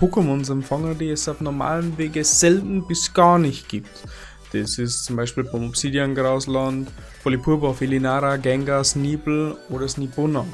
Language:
Bavarian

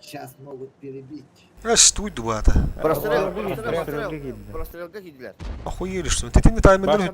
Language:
Yakut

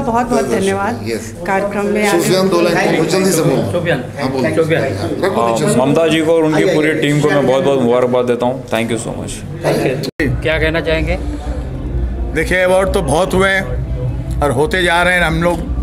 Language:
Hindi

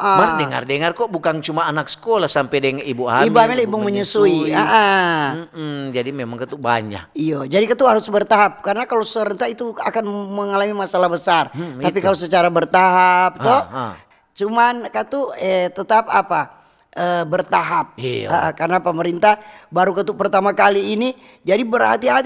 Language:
Manado Malay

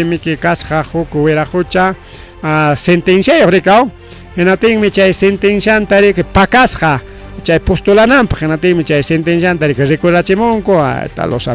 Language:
Ayacucho Quechua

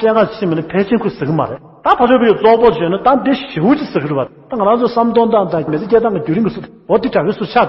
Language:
Tibetan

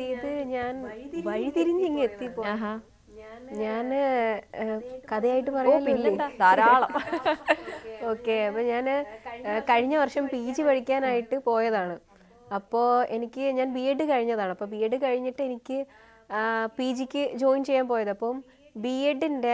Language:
Malayalam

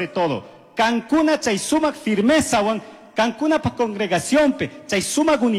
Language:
Chimborazo Highland Quichua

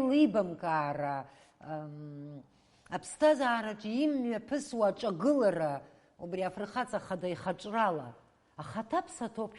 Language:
Abkhazian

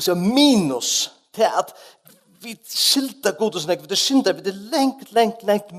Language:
Faroese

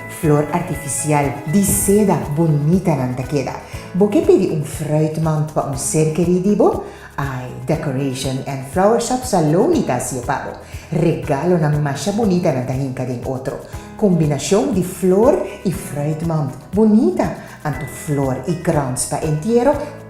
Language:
Papiamento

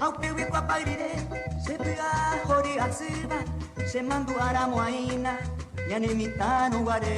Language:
Guarani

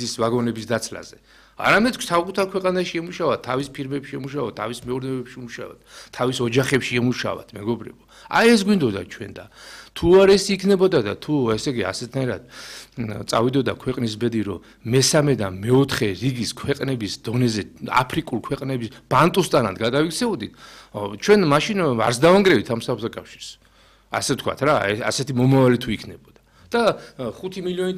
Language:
Georgian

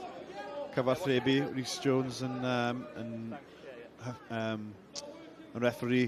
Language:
Welsh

